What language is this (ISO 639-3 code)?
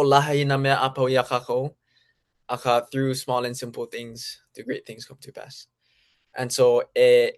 haw